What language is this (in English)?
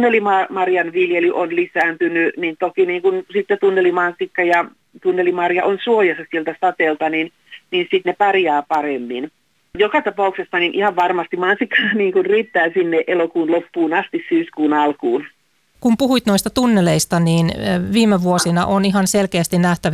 Finnish